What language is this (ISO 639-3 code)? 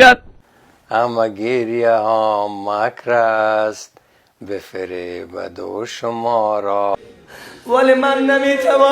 fas